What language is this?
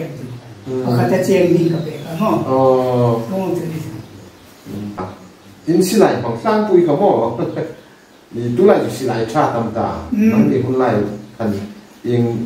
Hmar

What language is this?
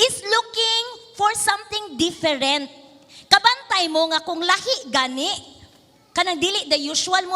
Cebuano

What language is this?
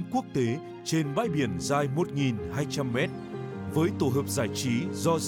Vietnamese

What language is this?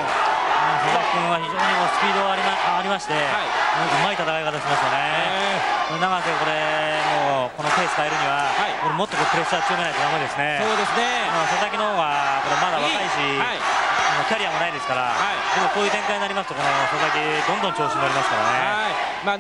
Japanese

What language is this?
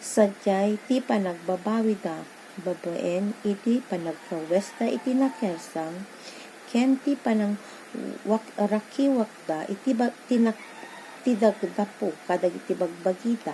Iloko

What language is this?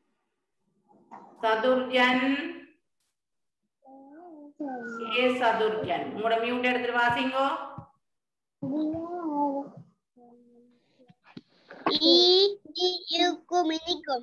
Tamil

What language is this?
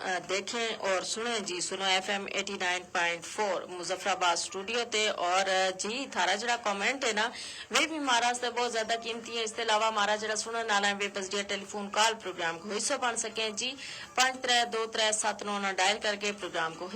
Gujari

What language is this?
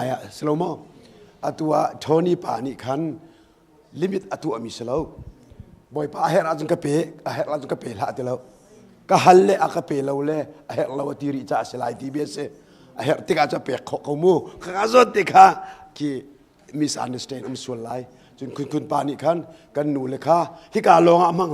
Hakha Chin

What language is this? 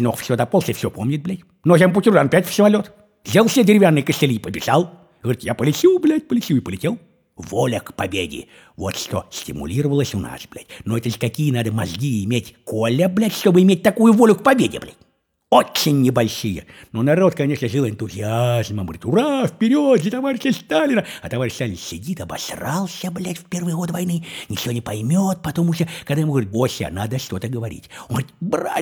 Russian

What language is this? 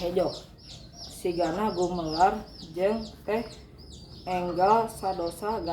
Sundanese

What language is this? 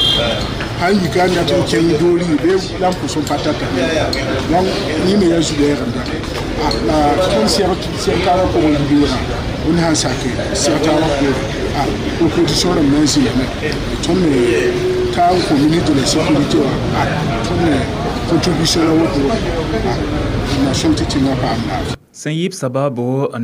Mossi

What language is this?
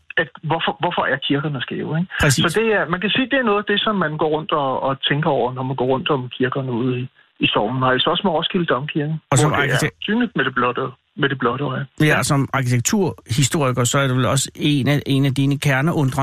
Danish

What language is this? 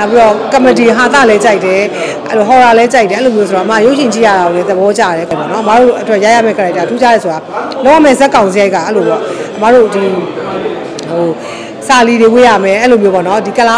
Burmese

